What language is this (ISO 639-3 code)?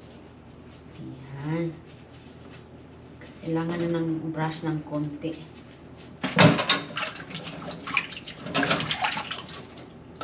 fil